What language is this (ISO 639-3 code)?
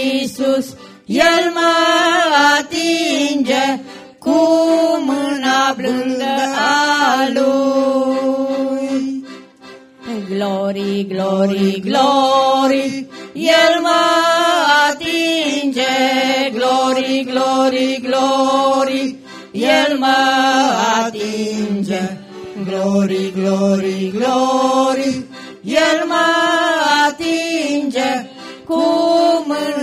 ron